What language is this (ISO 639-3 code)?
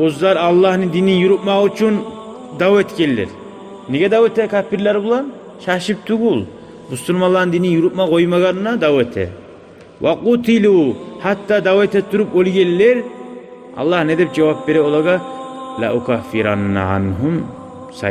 kum